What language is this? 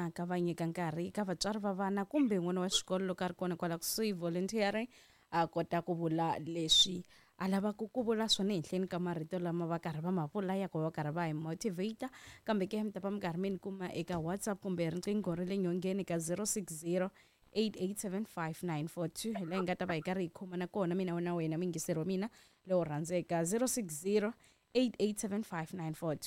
Tsonga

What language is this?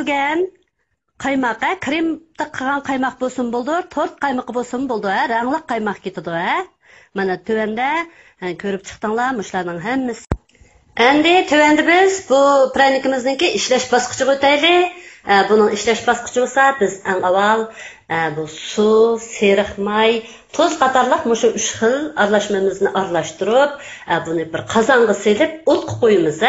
Uyghur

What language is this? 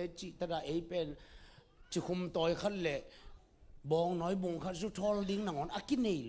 Tedim Chin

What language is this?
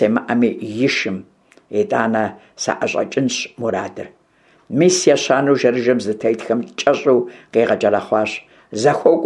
Kabardian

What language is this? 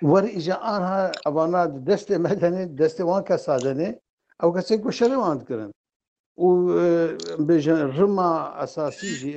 Kurdish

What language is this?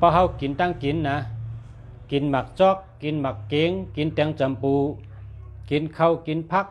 Shan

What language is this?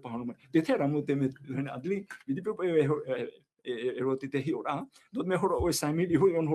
Tahitian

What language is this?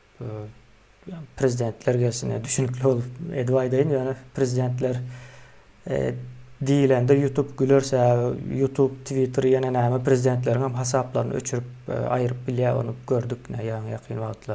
Turkmen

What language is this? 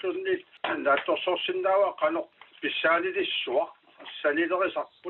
Kalaallisut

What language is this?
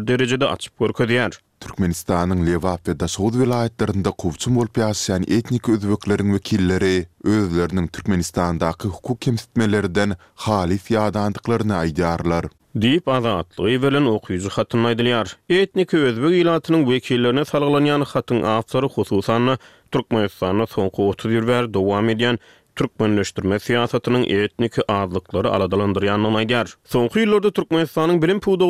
Turkmen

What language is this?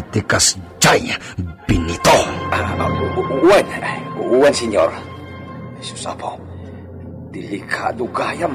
Iloko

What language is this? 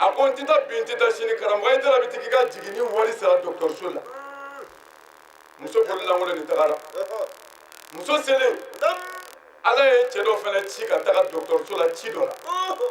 Bambara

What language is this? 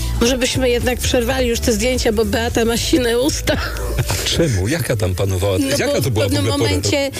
Polish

